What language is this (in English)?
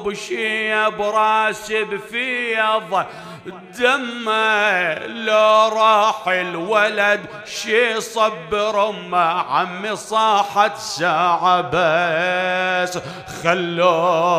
Mesopotamian Arabic